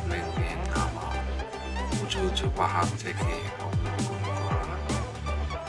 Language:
Bangla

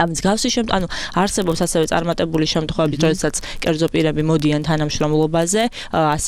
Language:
Georgian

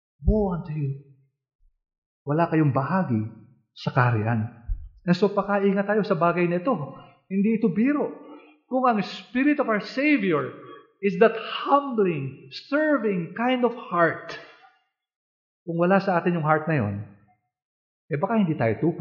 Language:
Filipino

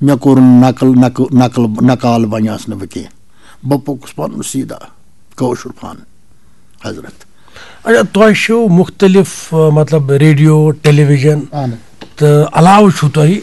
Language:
Kashmiri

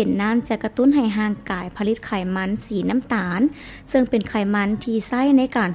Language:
Lao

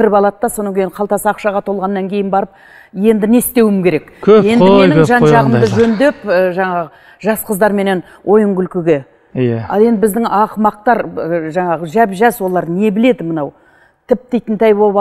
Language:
Kazakh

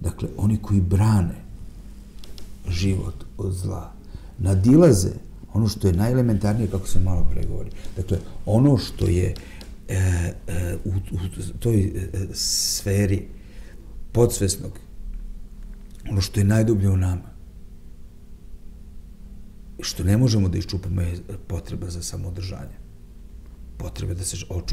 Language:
Serbian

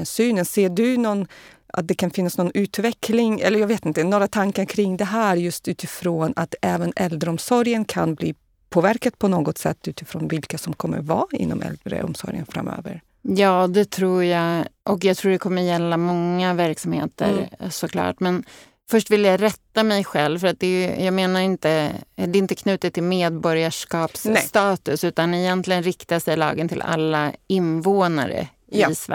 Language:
Swedish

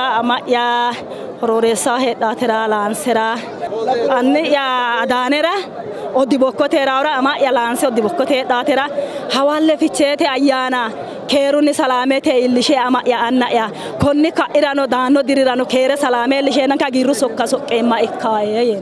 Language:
Sidamo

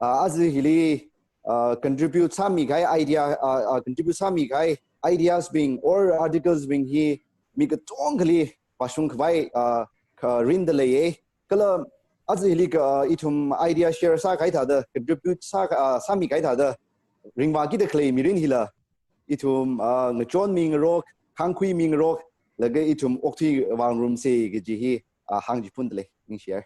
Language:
Tangkhul Naga (India)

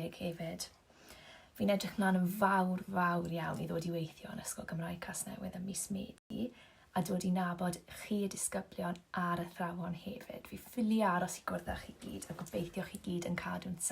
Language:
Welsh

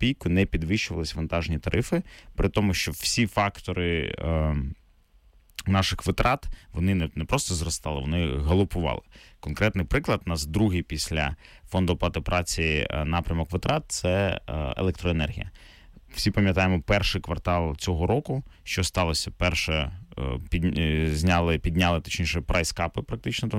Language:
Ukrainian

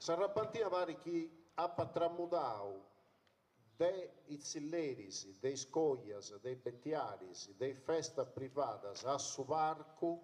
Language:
Sardinian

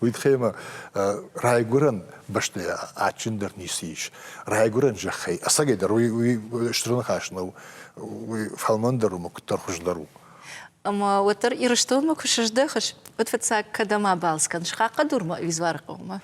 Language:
Ossetic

